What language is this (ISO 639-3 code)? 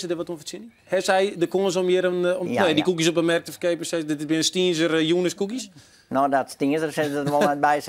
fry